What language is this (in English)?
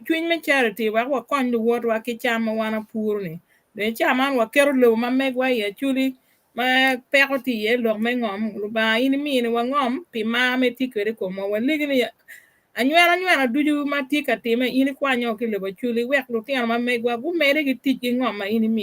Acoli